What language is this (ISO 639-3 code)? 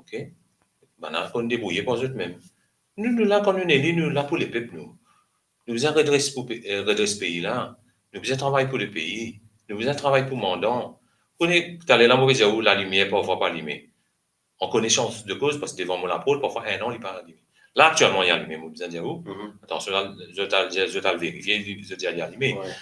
mfe